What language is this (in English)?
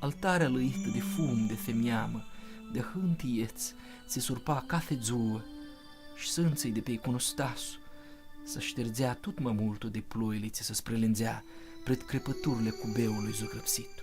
Aromanian